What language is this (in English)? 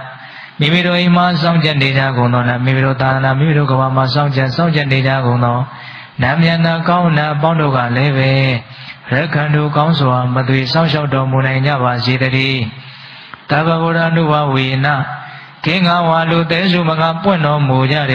Burmese